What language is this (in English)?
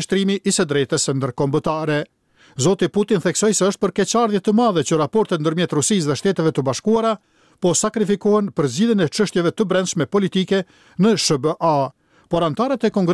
Albanian